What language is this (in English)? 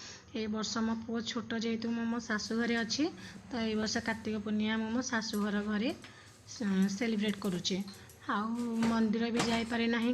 Odia